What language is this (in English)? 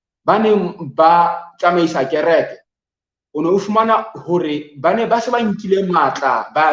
Southern Sotho